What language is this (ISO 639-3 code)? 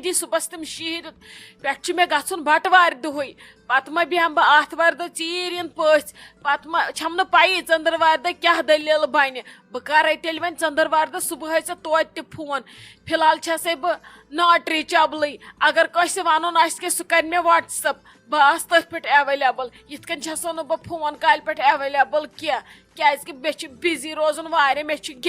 kas